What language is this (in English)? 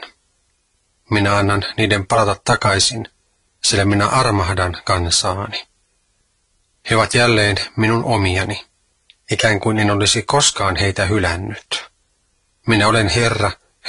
Finnish